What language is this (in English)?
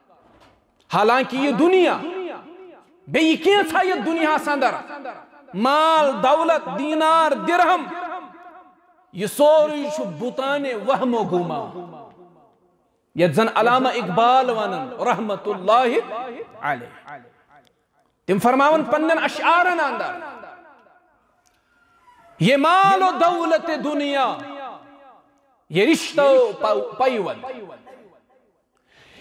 Kashmiri